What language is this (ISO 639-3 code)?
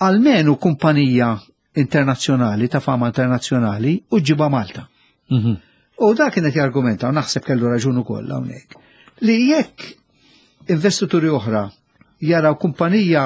mlt